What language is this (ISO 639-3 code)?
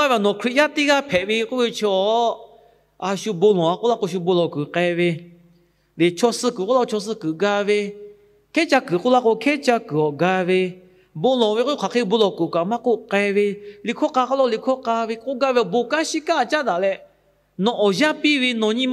lhu